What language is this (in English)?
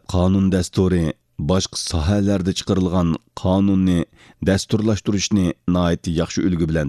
Uyghur